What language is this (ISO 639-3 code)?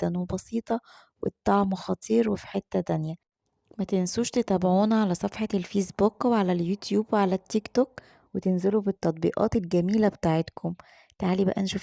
arz